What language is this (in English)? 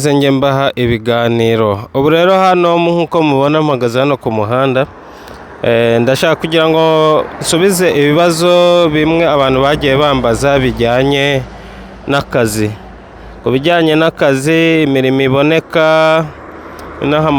Kinyarwanda